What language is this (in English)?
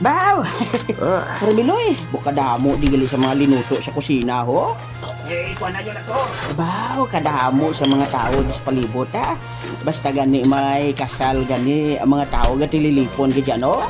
Hiligaynon